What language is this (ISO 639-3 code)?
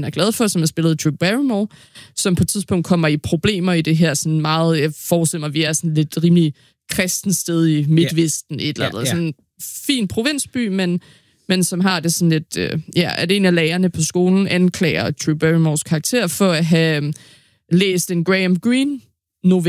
dan